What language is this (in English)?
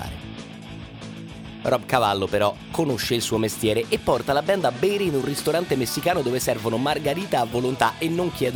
Italian